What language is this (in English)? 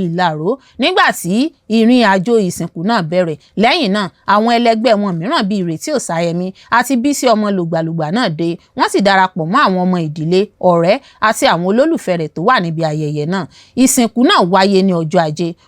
Yoruba